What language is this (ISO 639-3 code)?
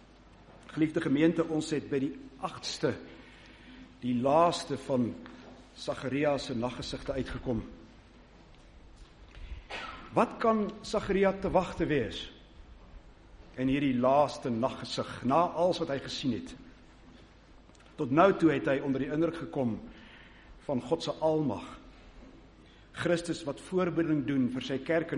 afr